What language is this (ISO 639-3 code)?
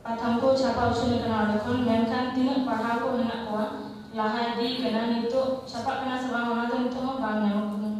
sat